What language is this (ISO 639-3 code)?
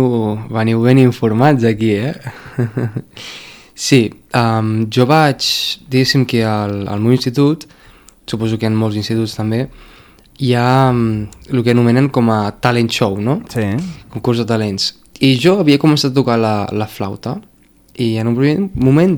cat